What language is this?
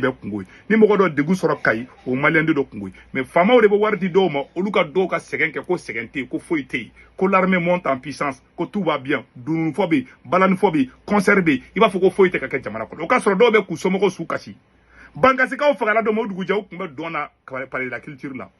Bambara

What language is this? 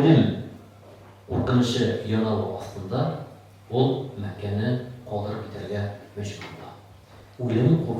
Tatar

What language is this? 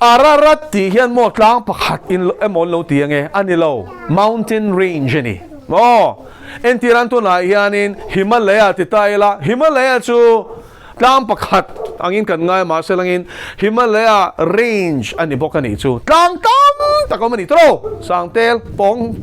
Mizo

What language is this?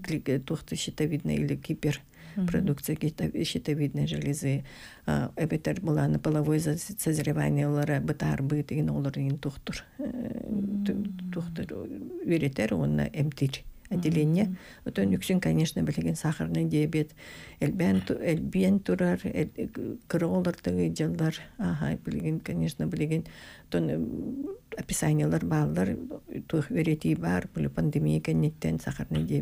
Yakut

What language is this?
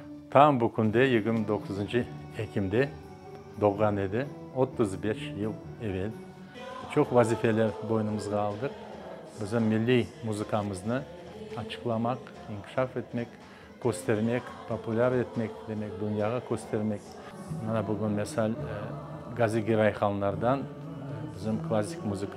Crimean Tatar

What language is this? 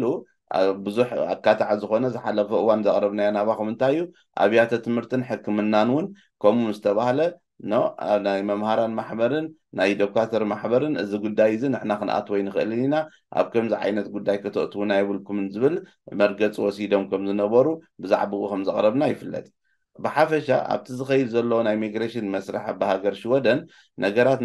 Tigrinya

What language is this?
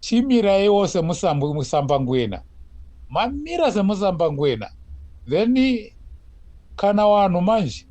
Shona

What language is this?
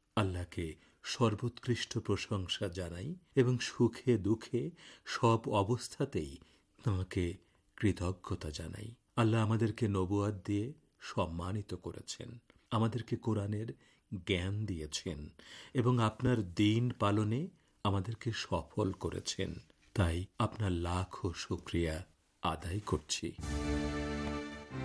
Bangla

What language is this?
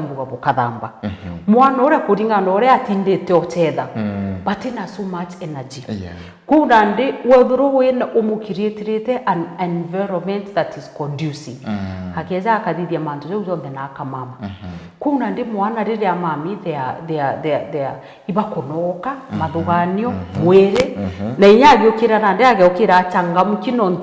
Meru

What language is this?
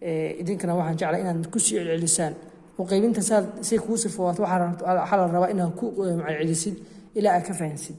Somali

